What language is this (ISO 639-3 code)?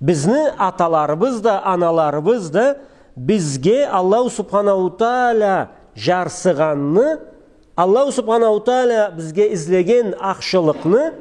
krc